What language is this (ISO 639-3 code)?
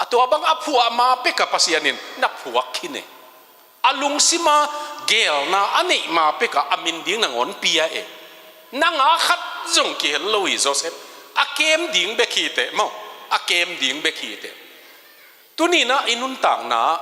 ctd